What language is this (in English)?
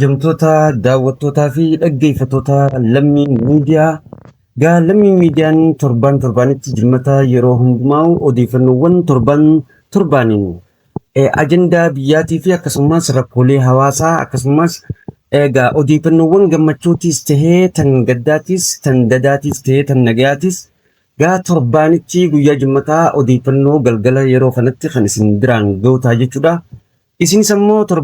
Oromo